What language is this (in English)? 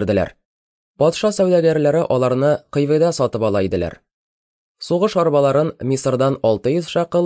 Tatar